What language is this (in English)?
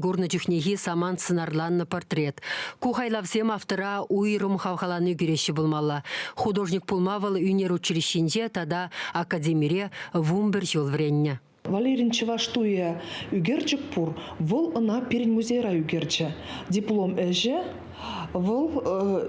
Chuvash